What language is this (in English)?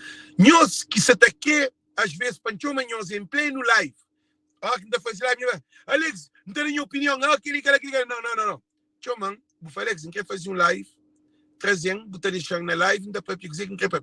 Kabuverdianu